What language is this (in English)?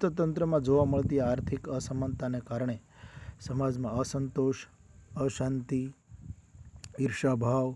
Gujarati